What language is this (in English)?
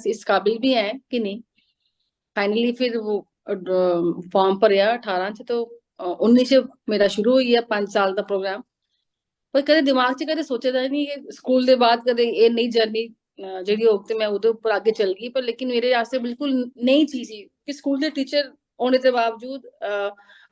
Dogri